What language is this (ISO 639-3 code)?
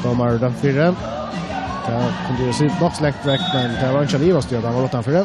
fao